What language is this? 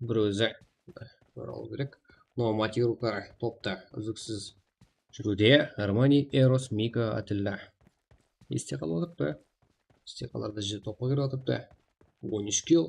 Kara-Kalpak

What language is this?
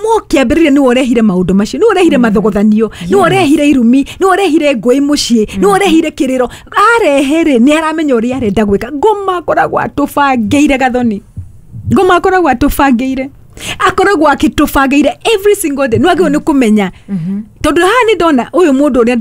Kikuyu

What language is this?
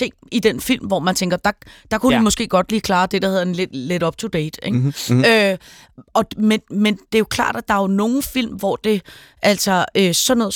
Danish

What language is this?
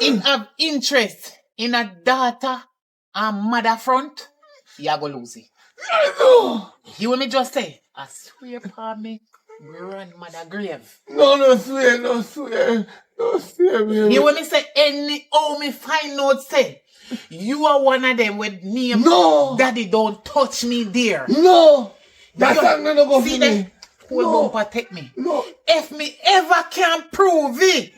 Jamaican Creole English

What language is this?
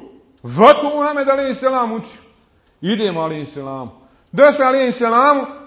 Bosnian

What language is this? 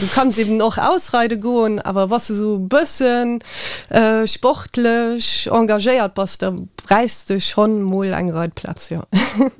Luxembourgish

